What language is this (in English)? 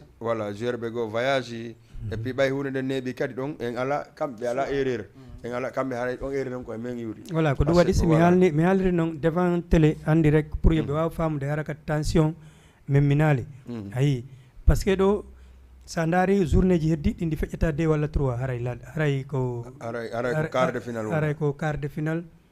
Fula